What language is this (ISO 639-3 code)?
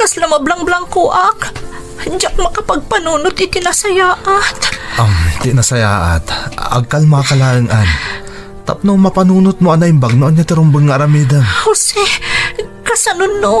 ilo